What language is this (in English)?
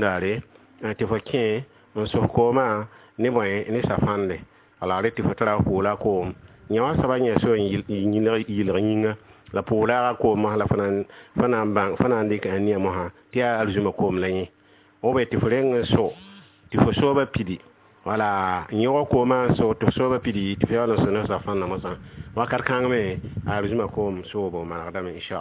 Mossi